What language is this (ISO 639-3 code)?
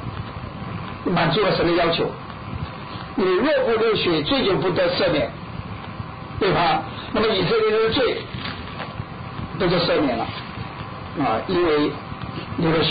zho